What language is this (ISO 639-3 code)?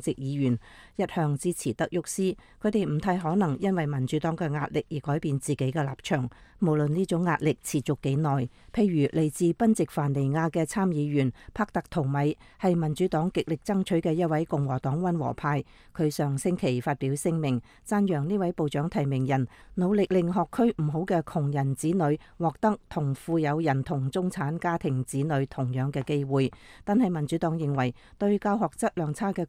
yue